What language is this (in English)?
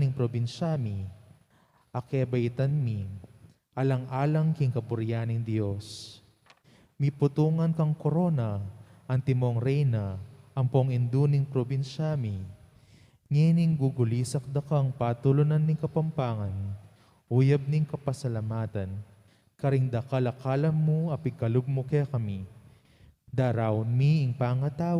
Pampanga